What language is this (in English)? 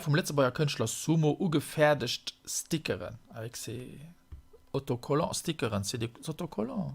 Luxembourgish